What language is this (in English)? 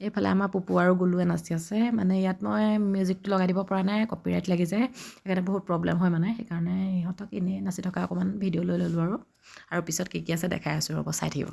Assamese